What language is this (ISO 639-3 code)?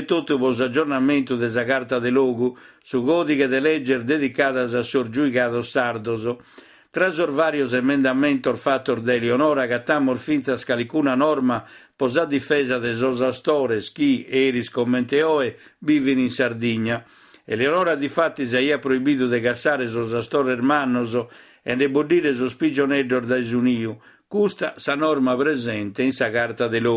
srd